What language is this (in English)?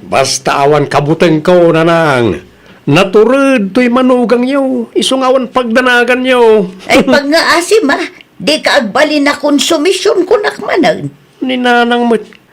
Iloko